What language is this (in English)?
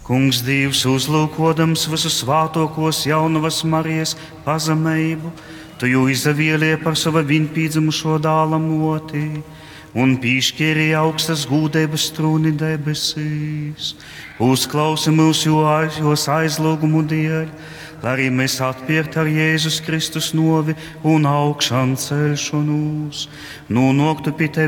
Latgalian